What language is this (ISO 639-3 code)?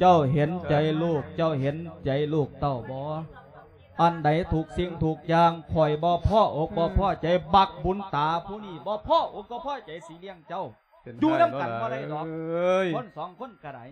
lao